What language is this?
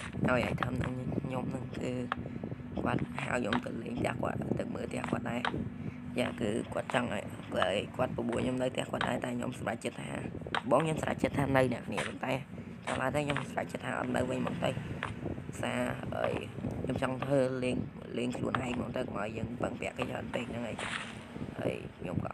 Khmer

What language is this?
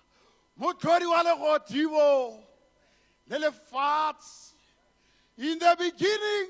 Tswana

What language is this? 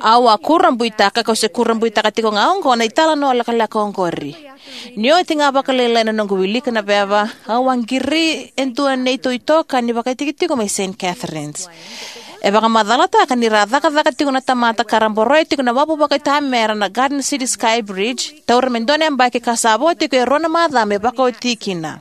Fijian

